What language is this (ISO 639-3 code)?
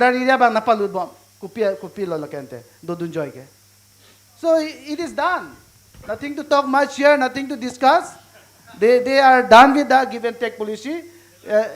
mjw